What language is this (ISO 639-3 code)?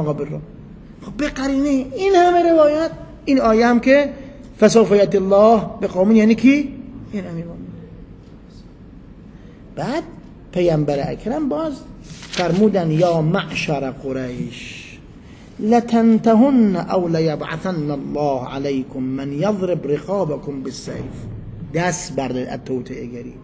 fas